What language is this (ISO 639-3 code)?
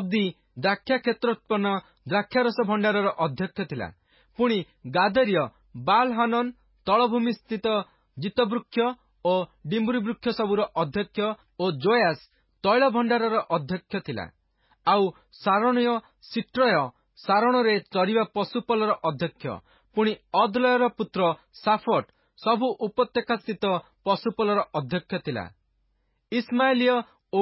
ori